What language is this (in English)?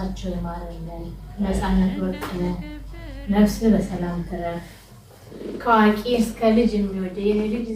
Amharic